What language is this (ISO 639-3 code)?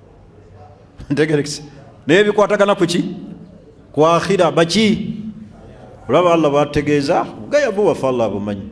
lug